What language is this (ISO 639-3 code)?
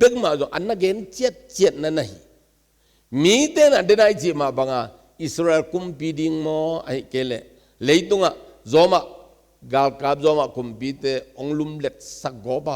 ctd